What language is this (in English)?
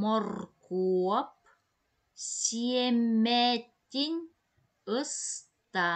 Yakut